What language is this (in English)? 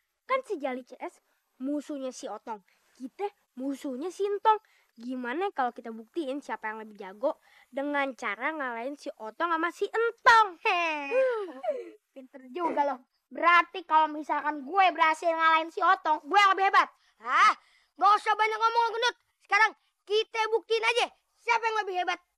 Betawi